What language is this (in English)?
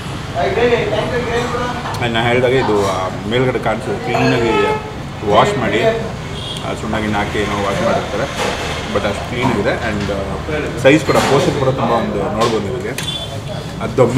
Kannada